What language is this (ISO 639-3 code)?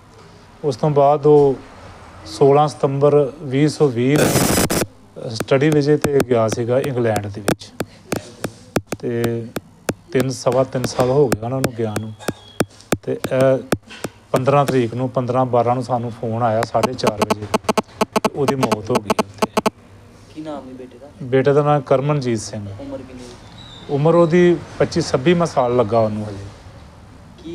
pan